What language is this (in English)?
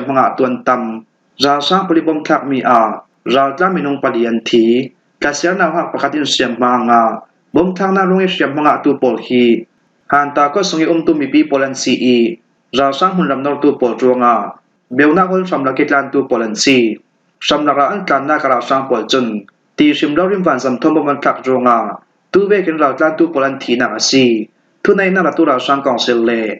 Falam Chin